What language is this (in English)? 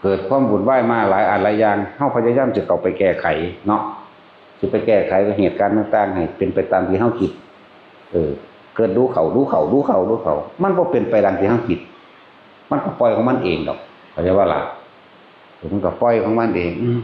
Northeastern Thai